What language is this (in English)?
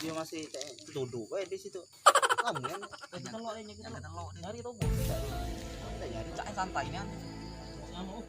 Musi